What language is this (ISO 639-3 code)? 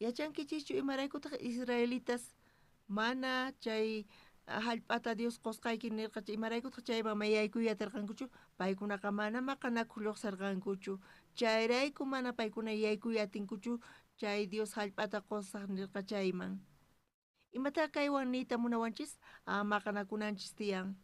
quh